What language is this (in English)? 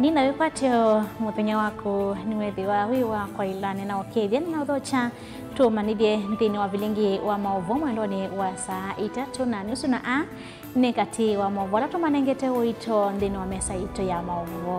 Kamba